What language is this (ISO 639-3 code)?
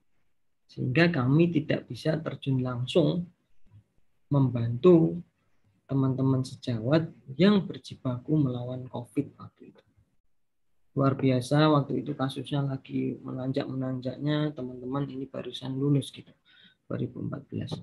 ind